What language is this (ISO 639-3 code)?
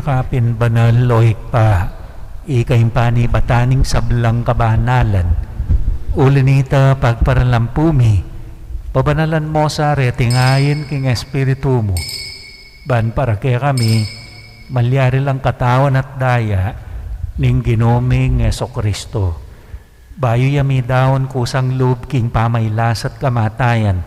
pam